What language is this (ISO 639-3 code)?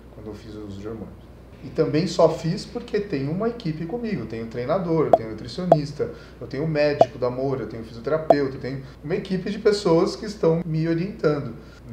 por